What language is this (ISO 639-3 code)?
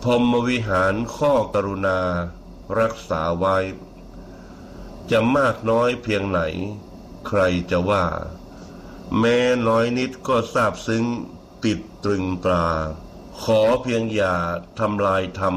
tha